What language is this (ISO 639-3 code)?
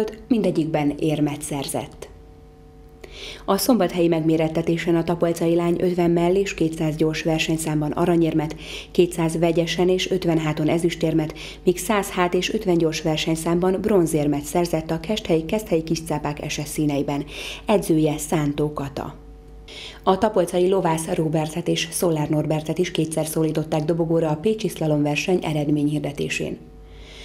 hun